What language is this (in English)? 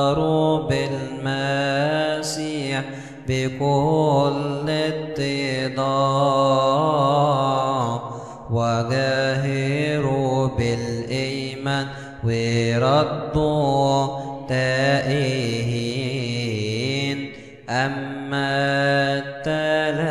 Arabic